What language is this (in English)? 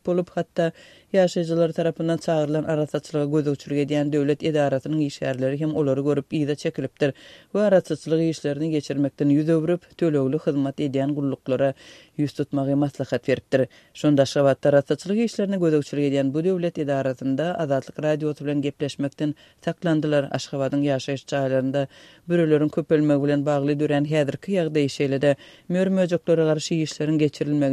Turkmen